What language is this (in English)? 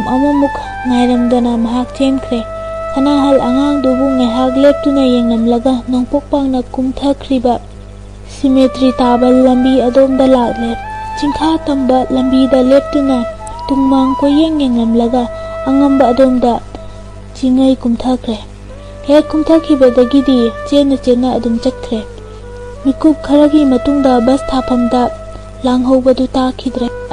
Manipuri